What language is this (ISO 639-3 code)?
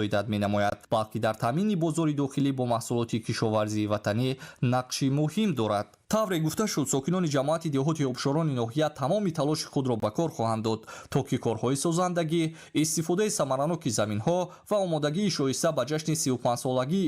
tgk